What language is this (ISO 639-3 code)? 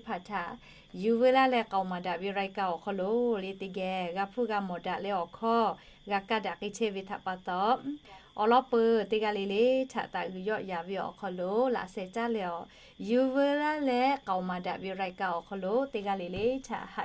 lhu